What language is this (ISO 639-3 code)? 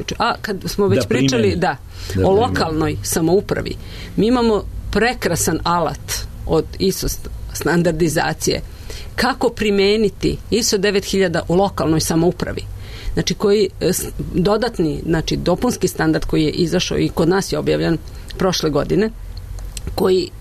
srp